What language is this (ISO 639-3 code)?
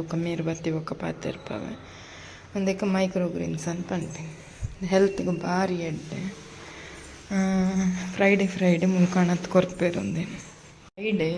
tcy